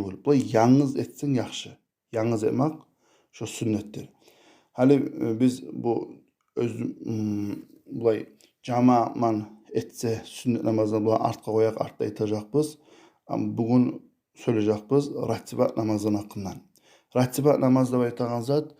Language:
Kumyk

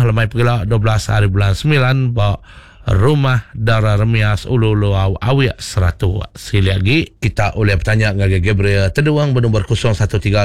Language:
Iban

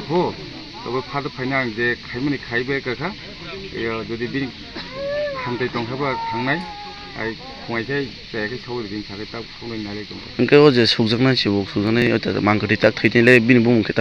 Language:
Kok Borok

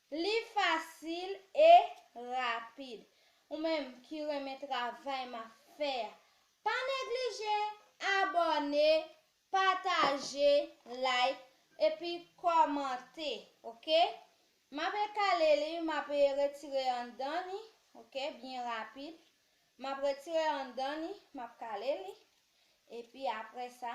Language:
Haitian Creole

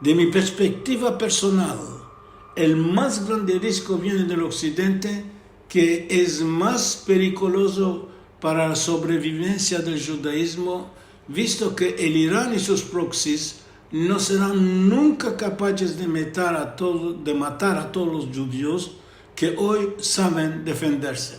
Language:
Ladino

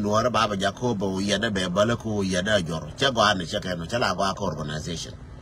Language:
Nuer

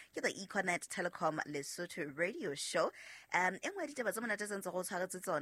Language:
Southern Sotho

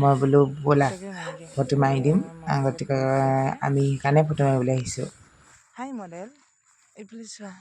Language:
Assamese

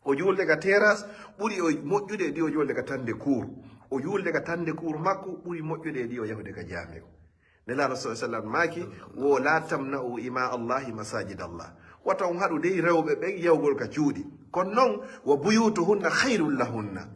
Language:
Fula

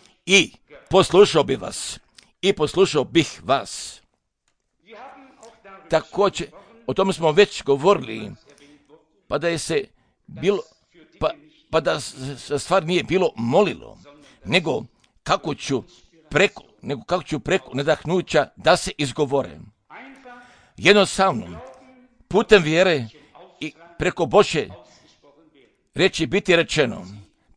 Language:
Croatian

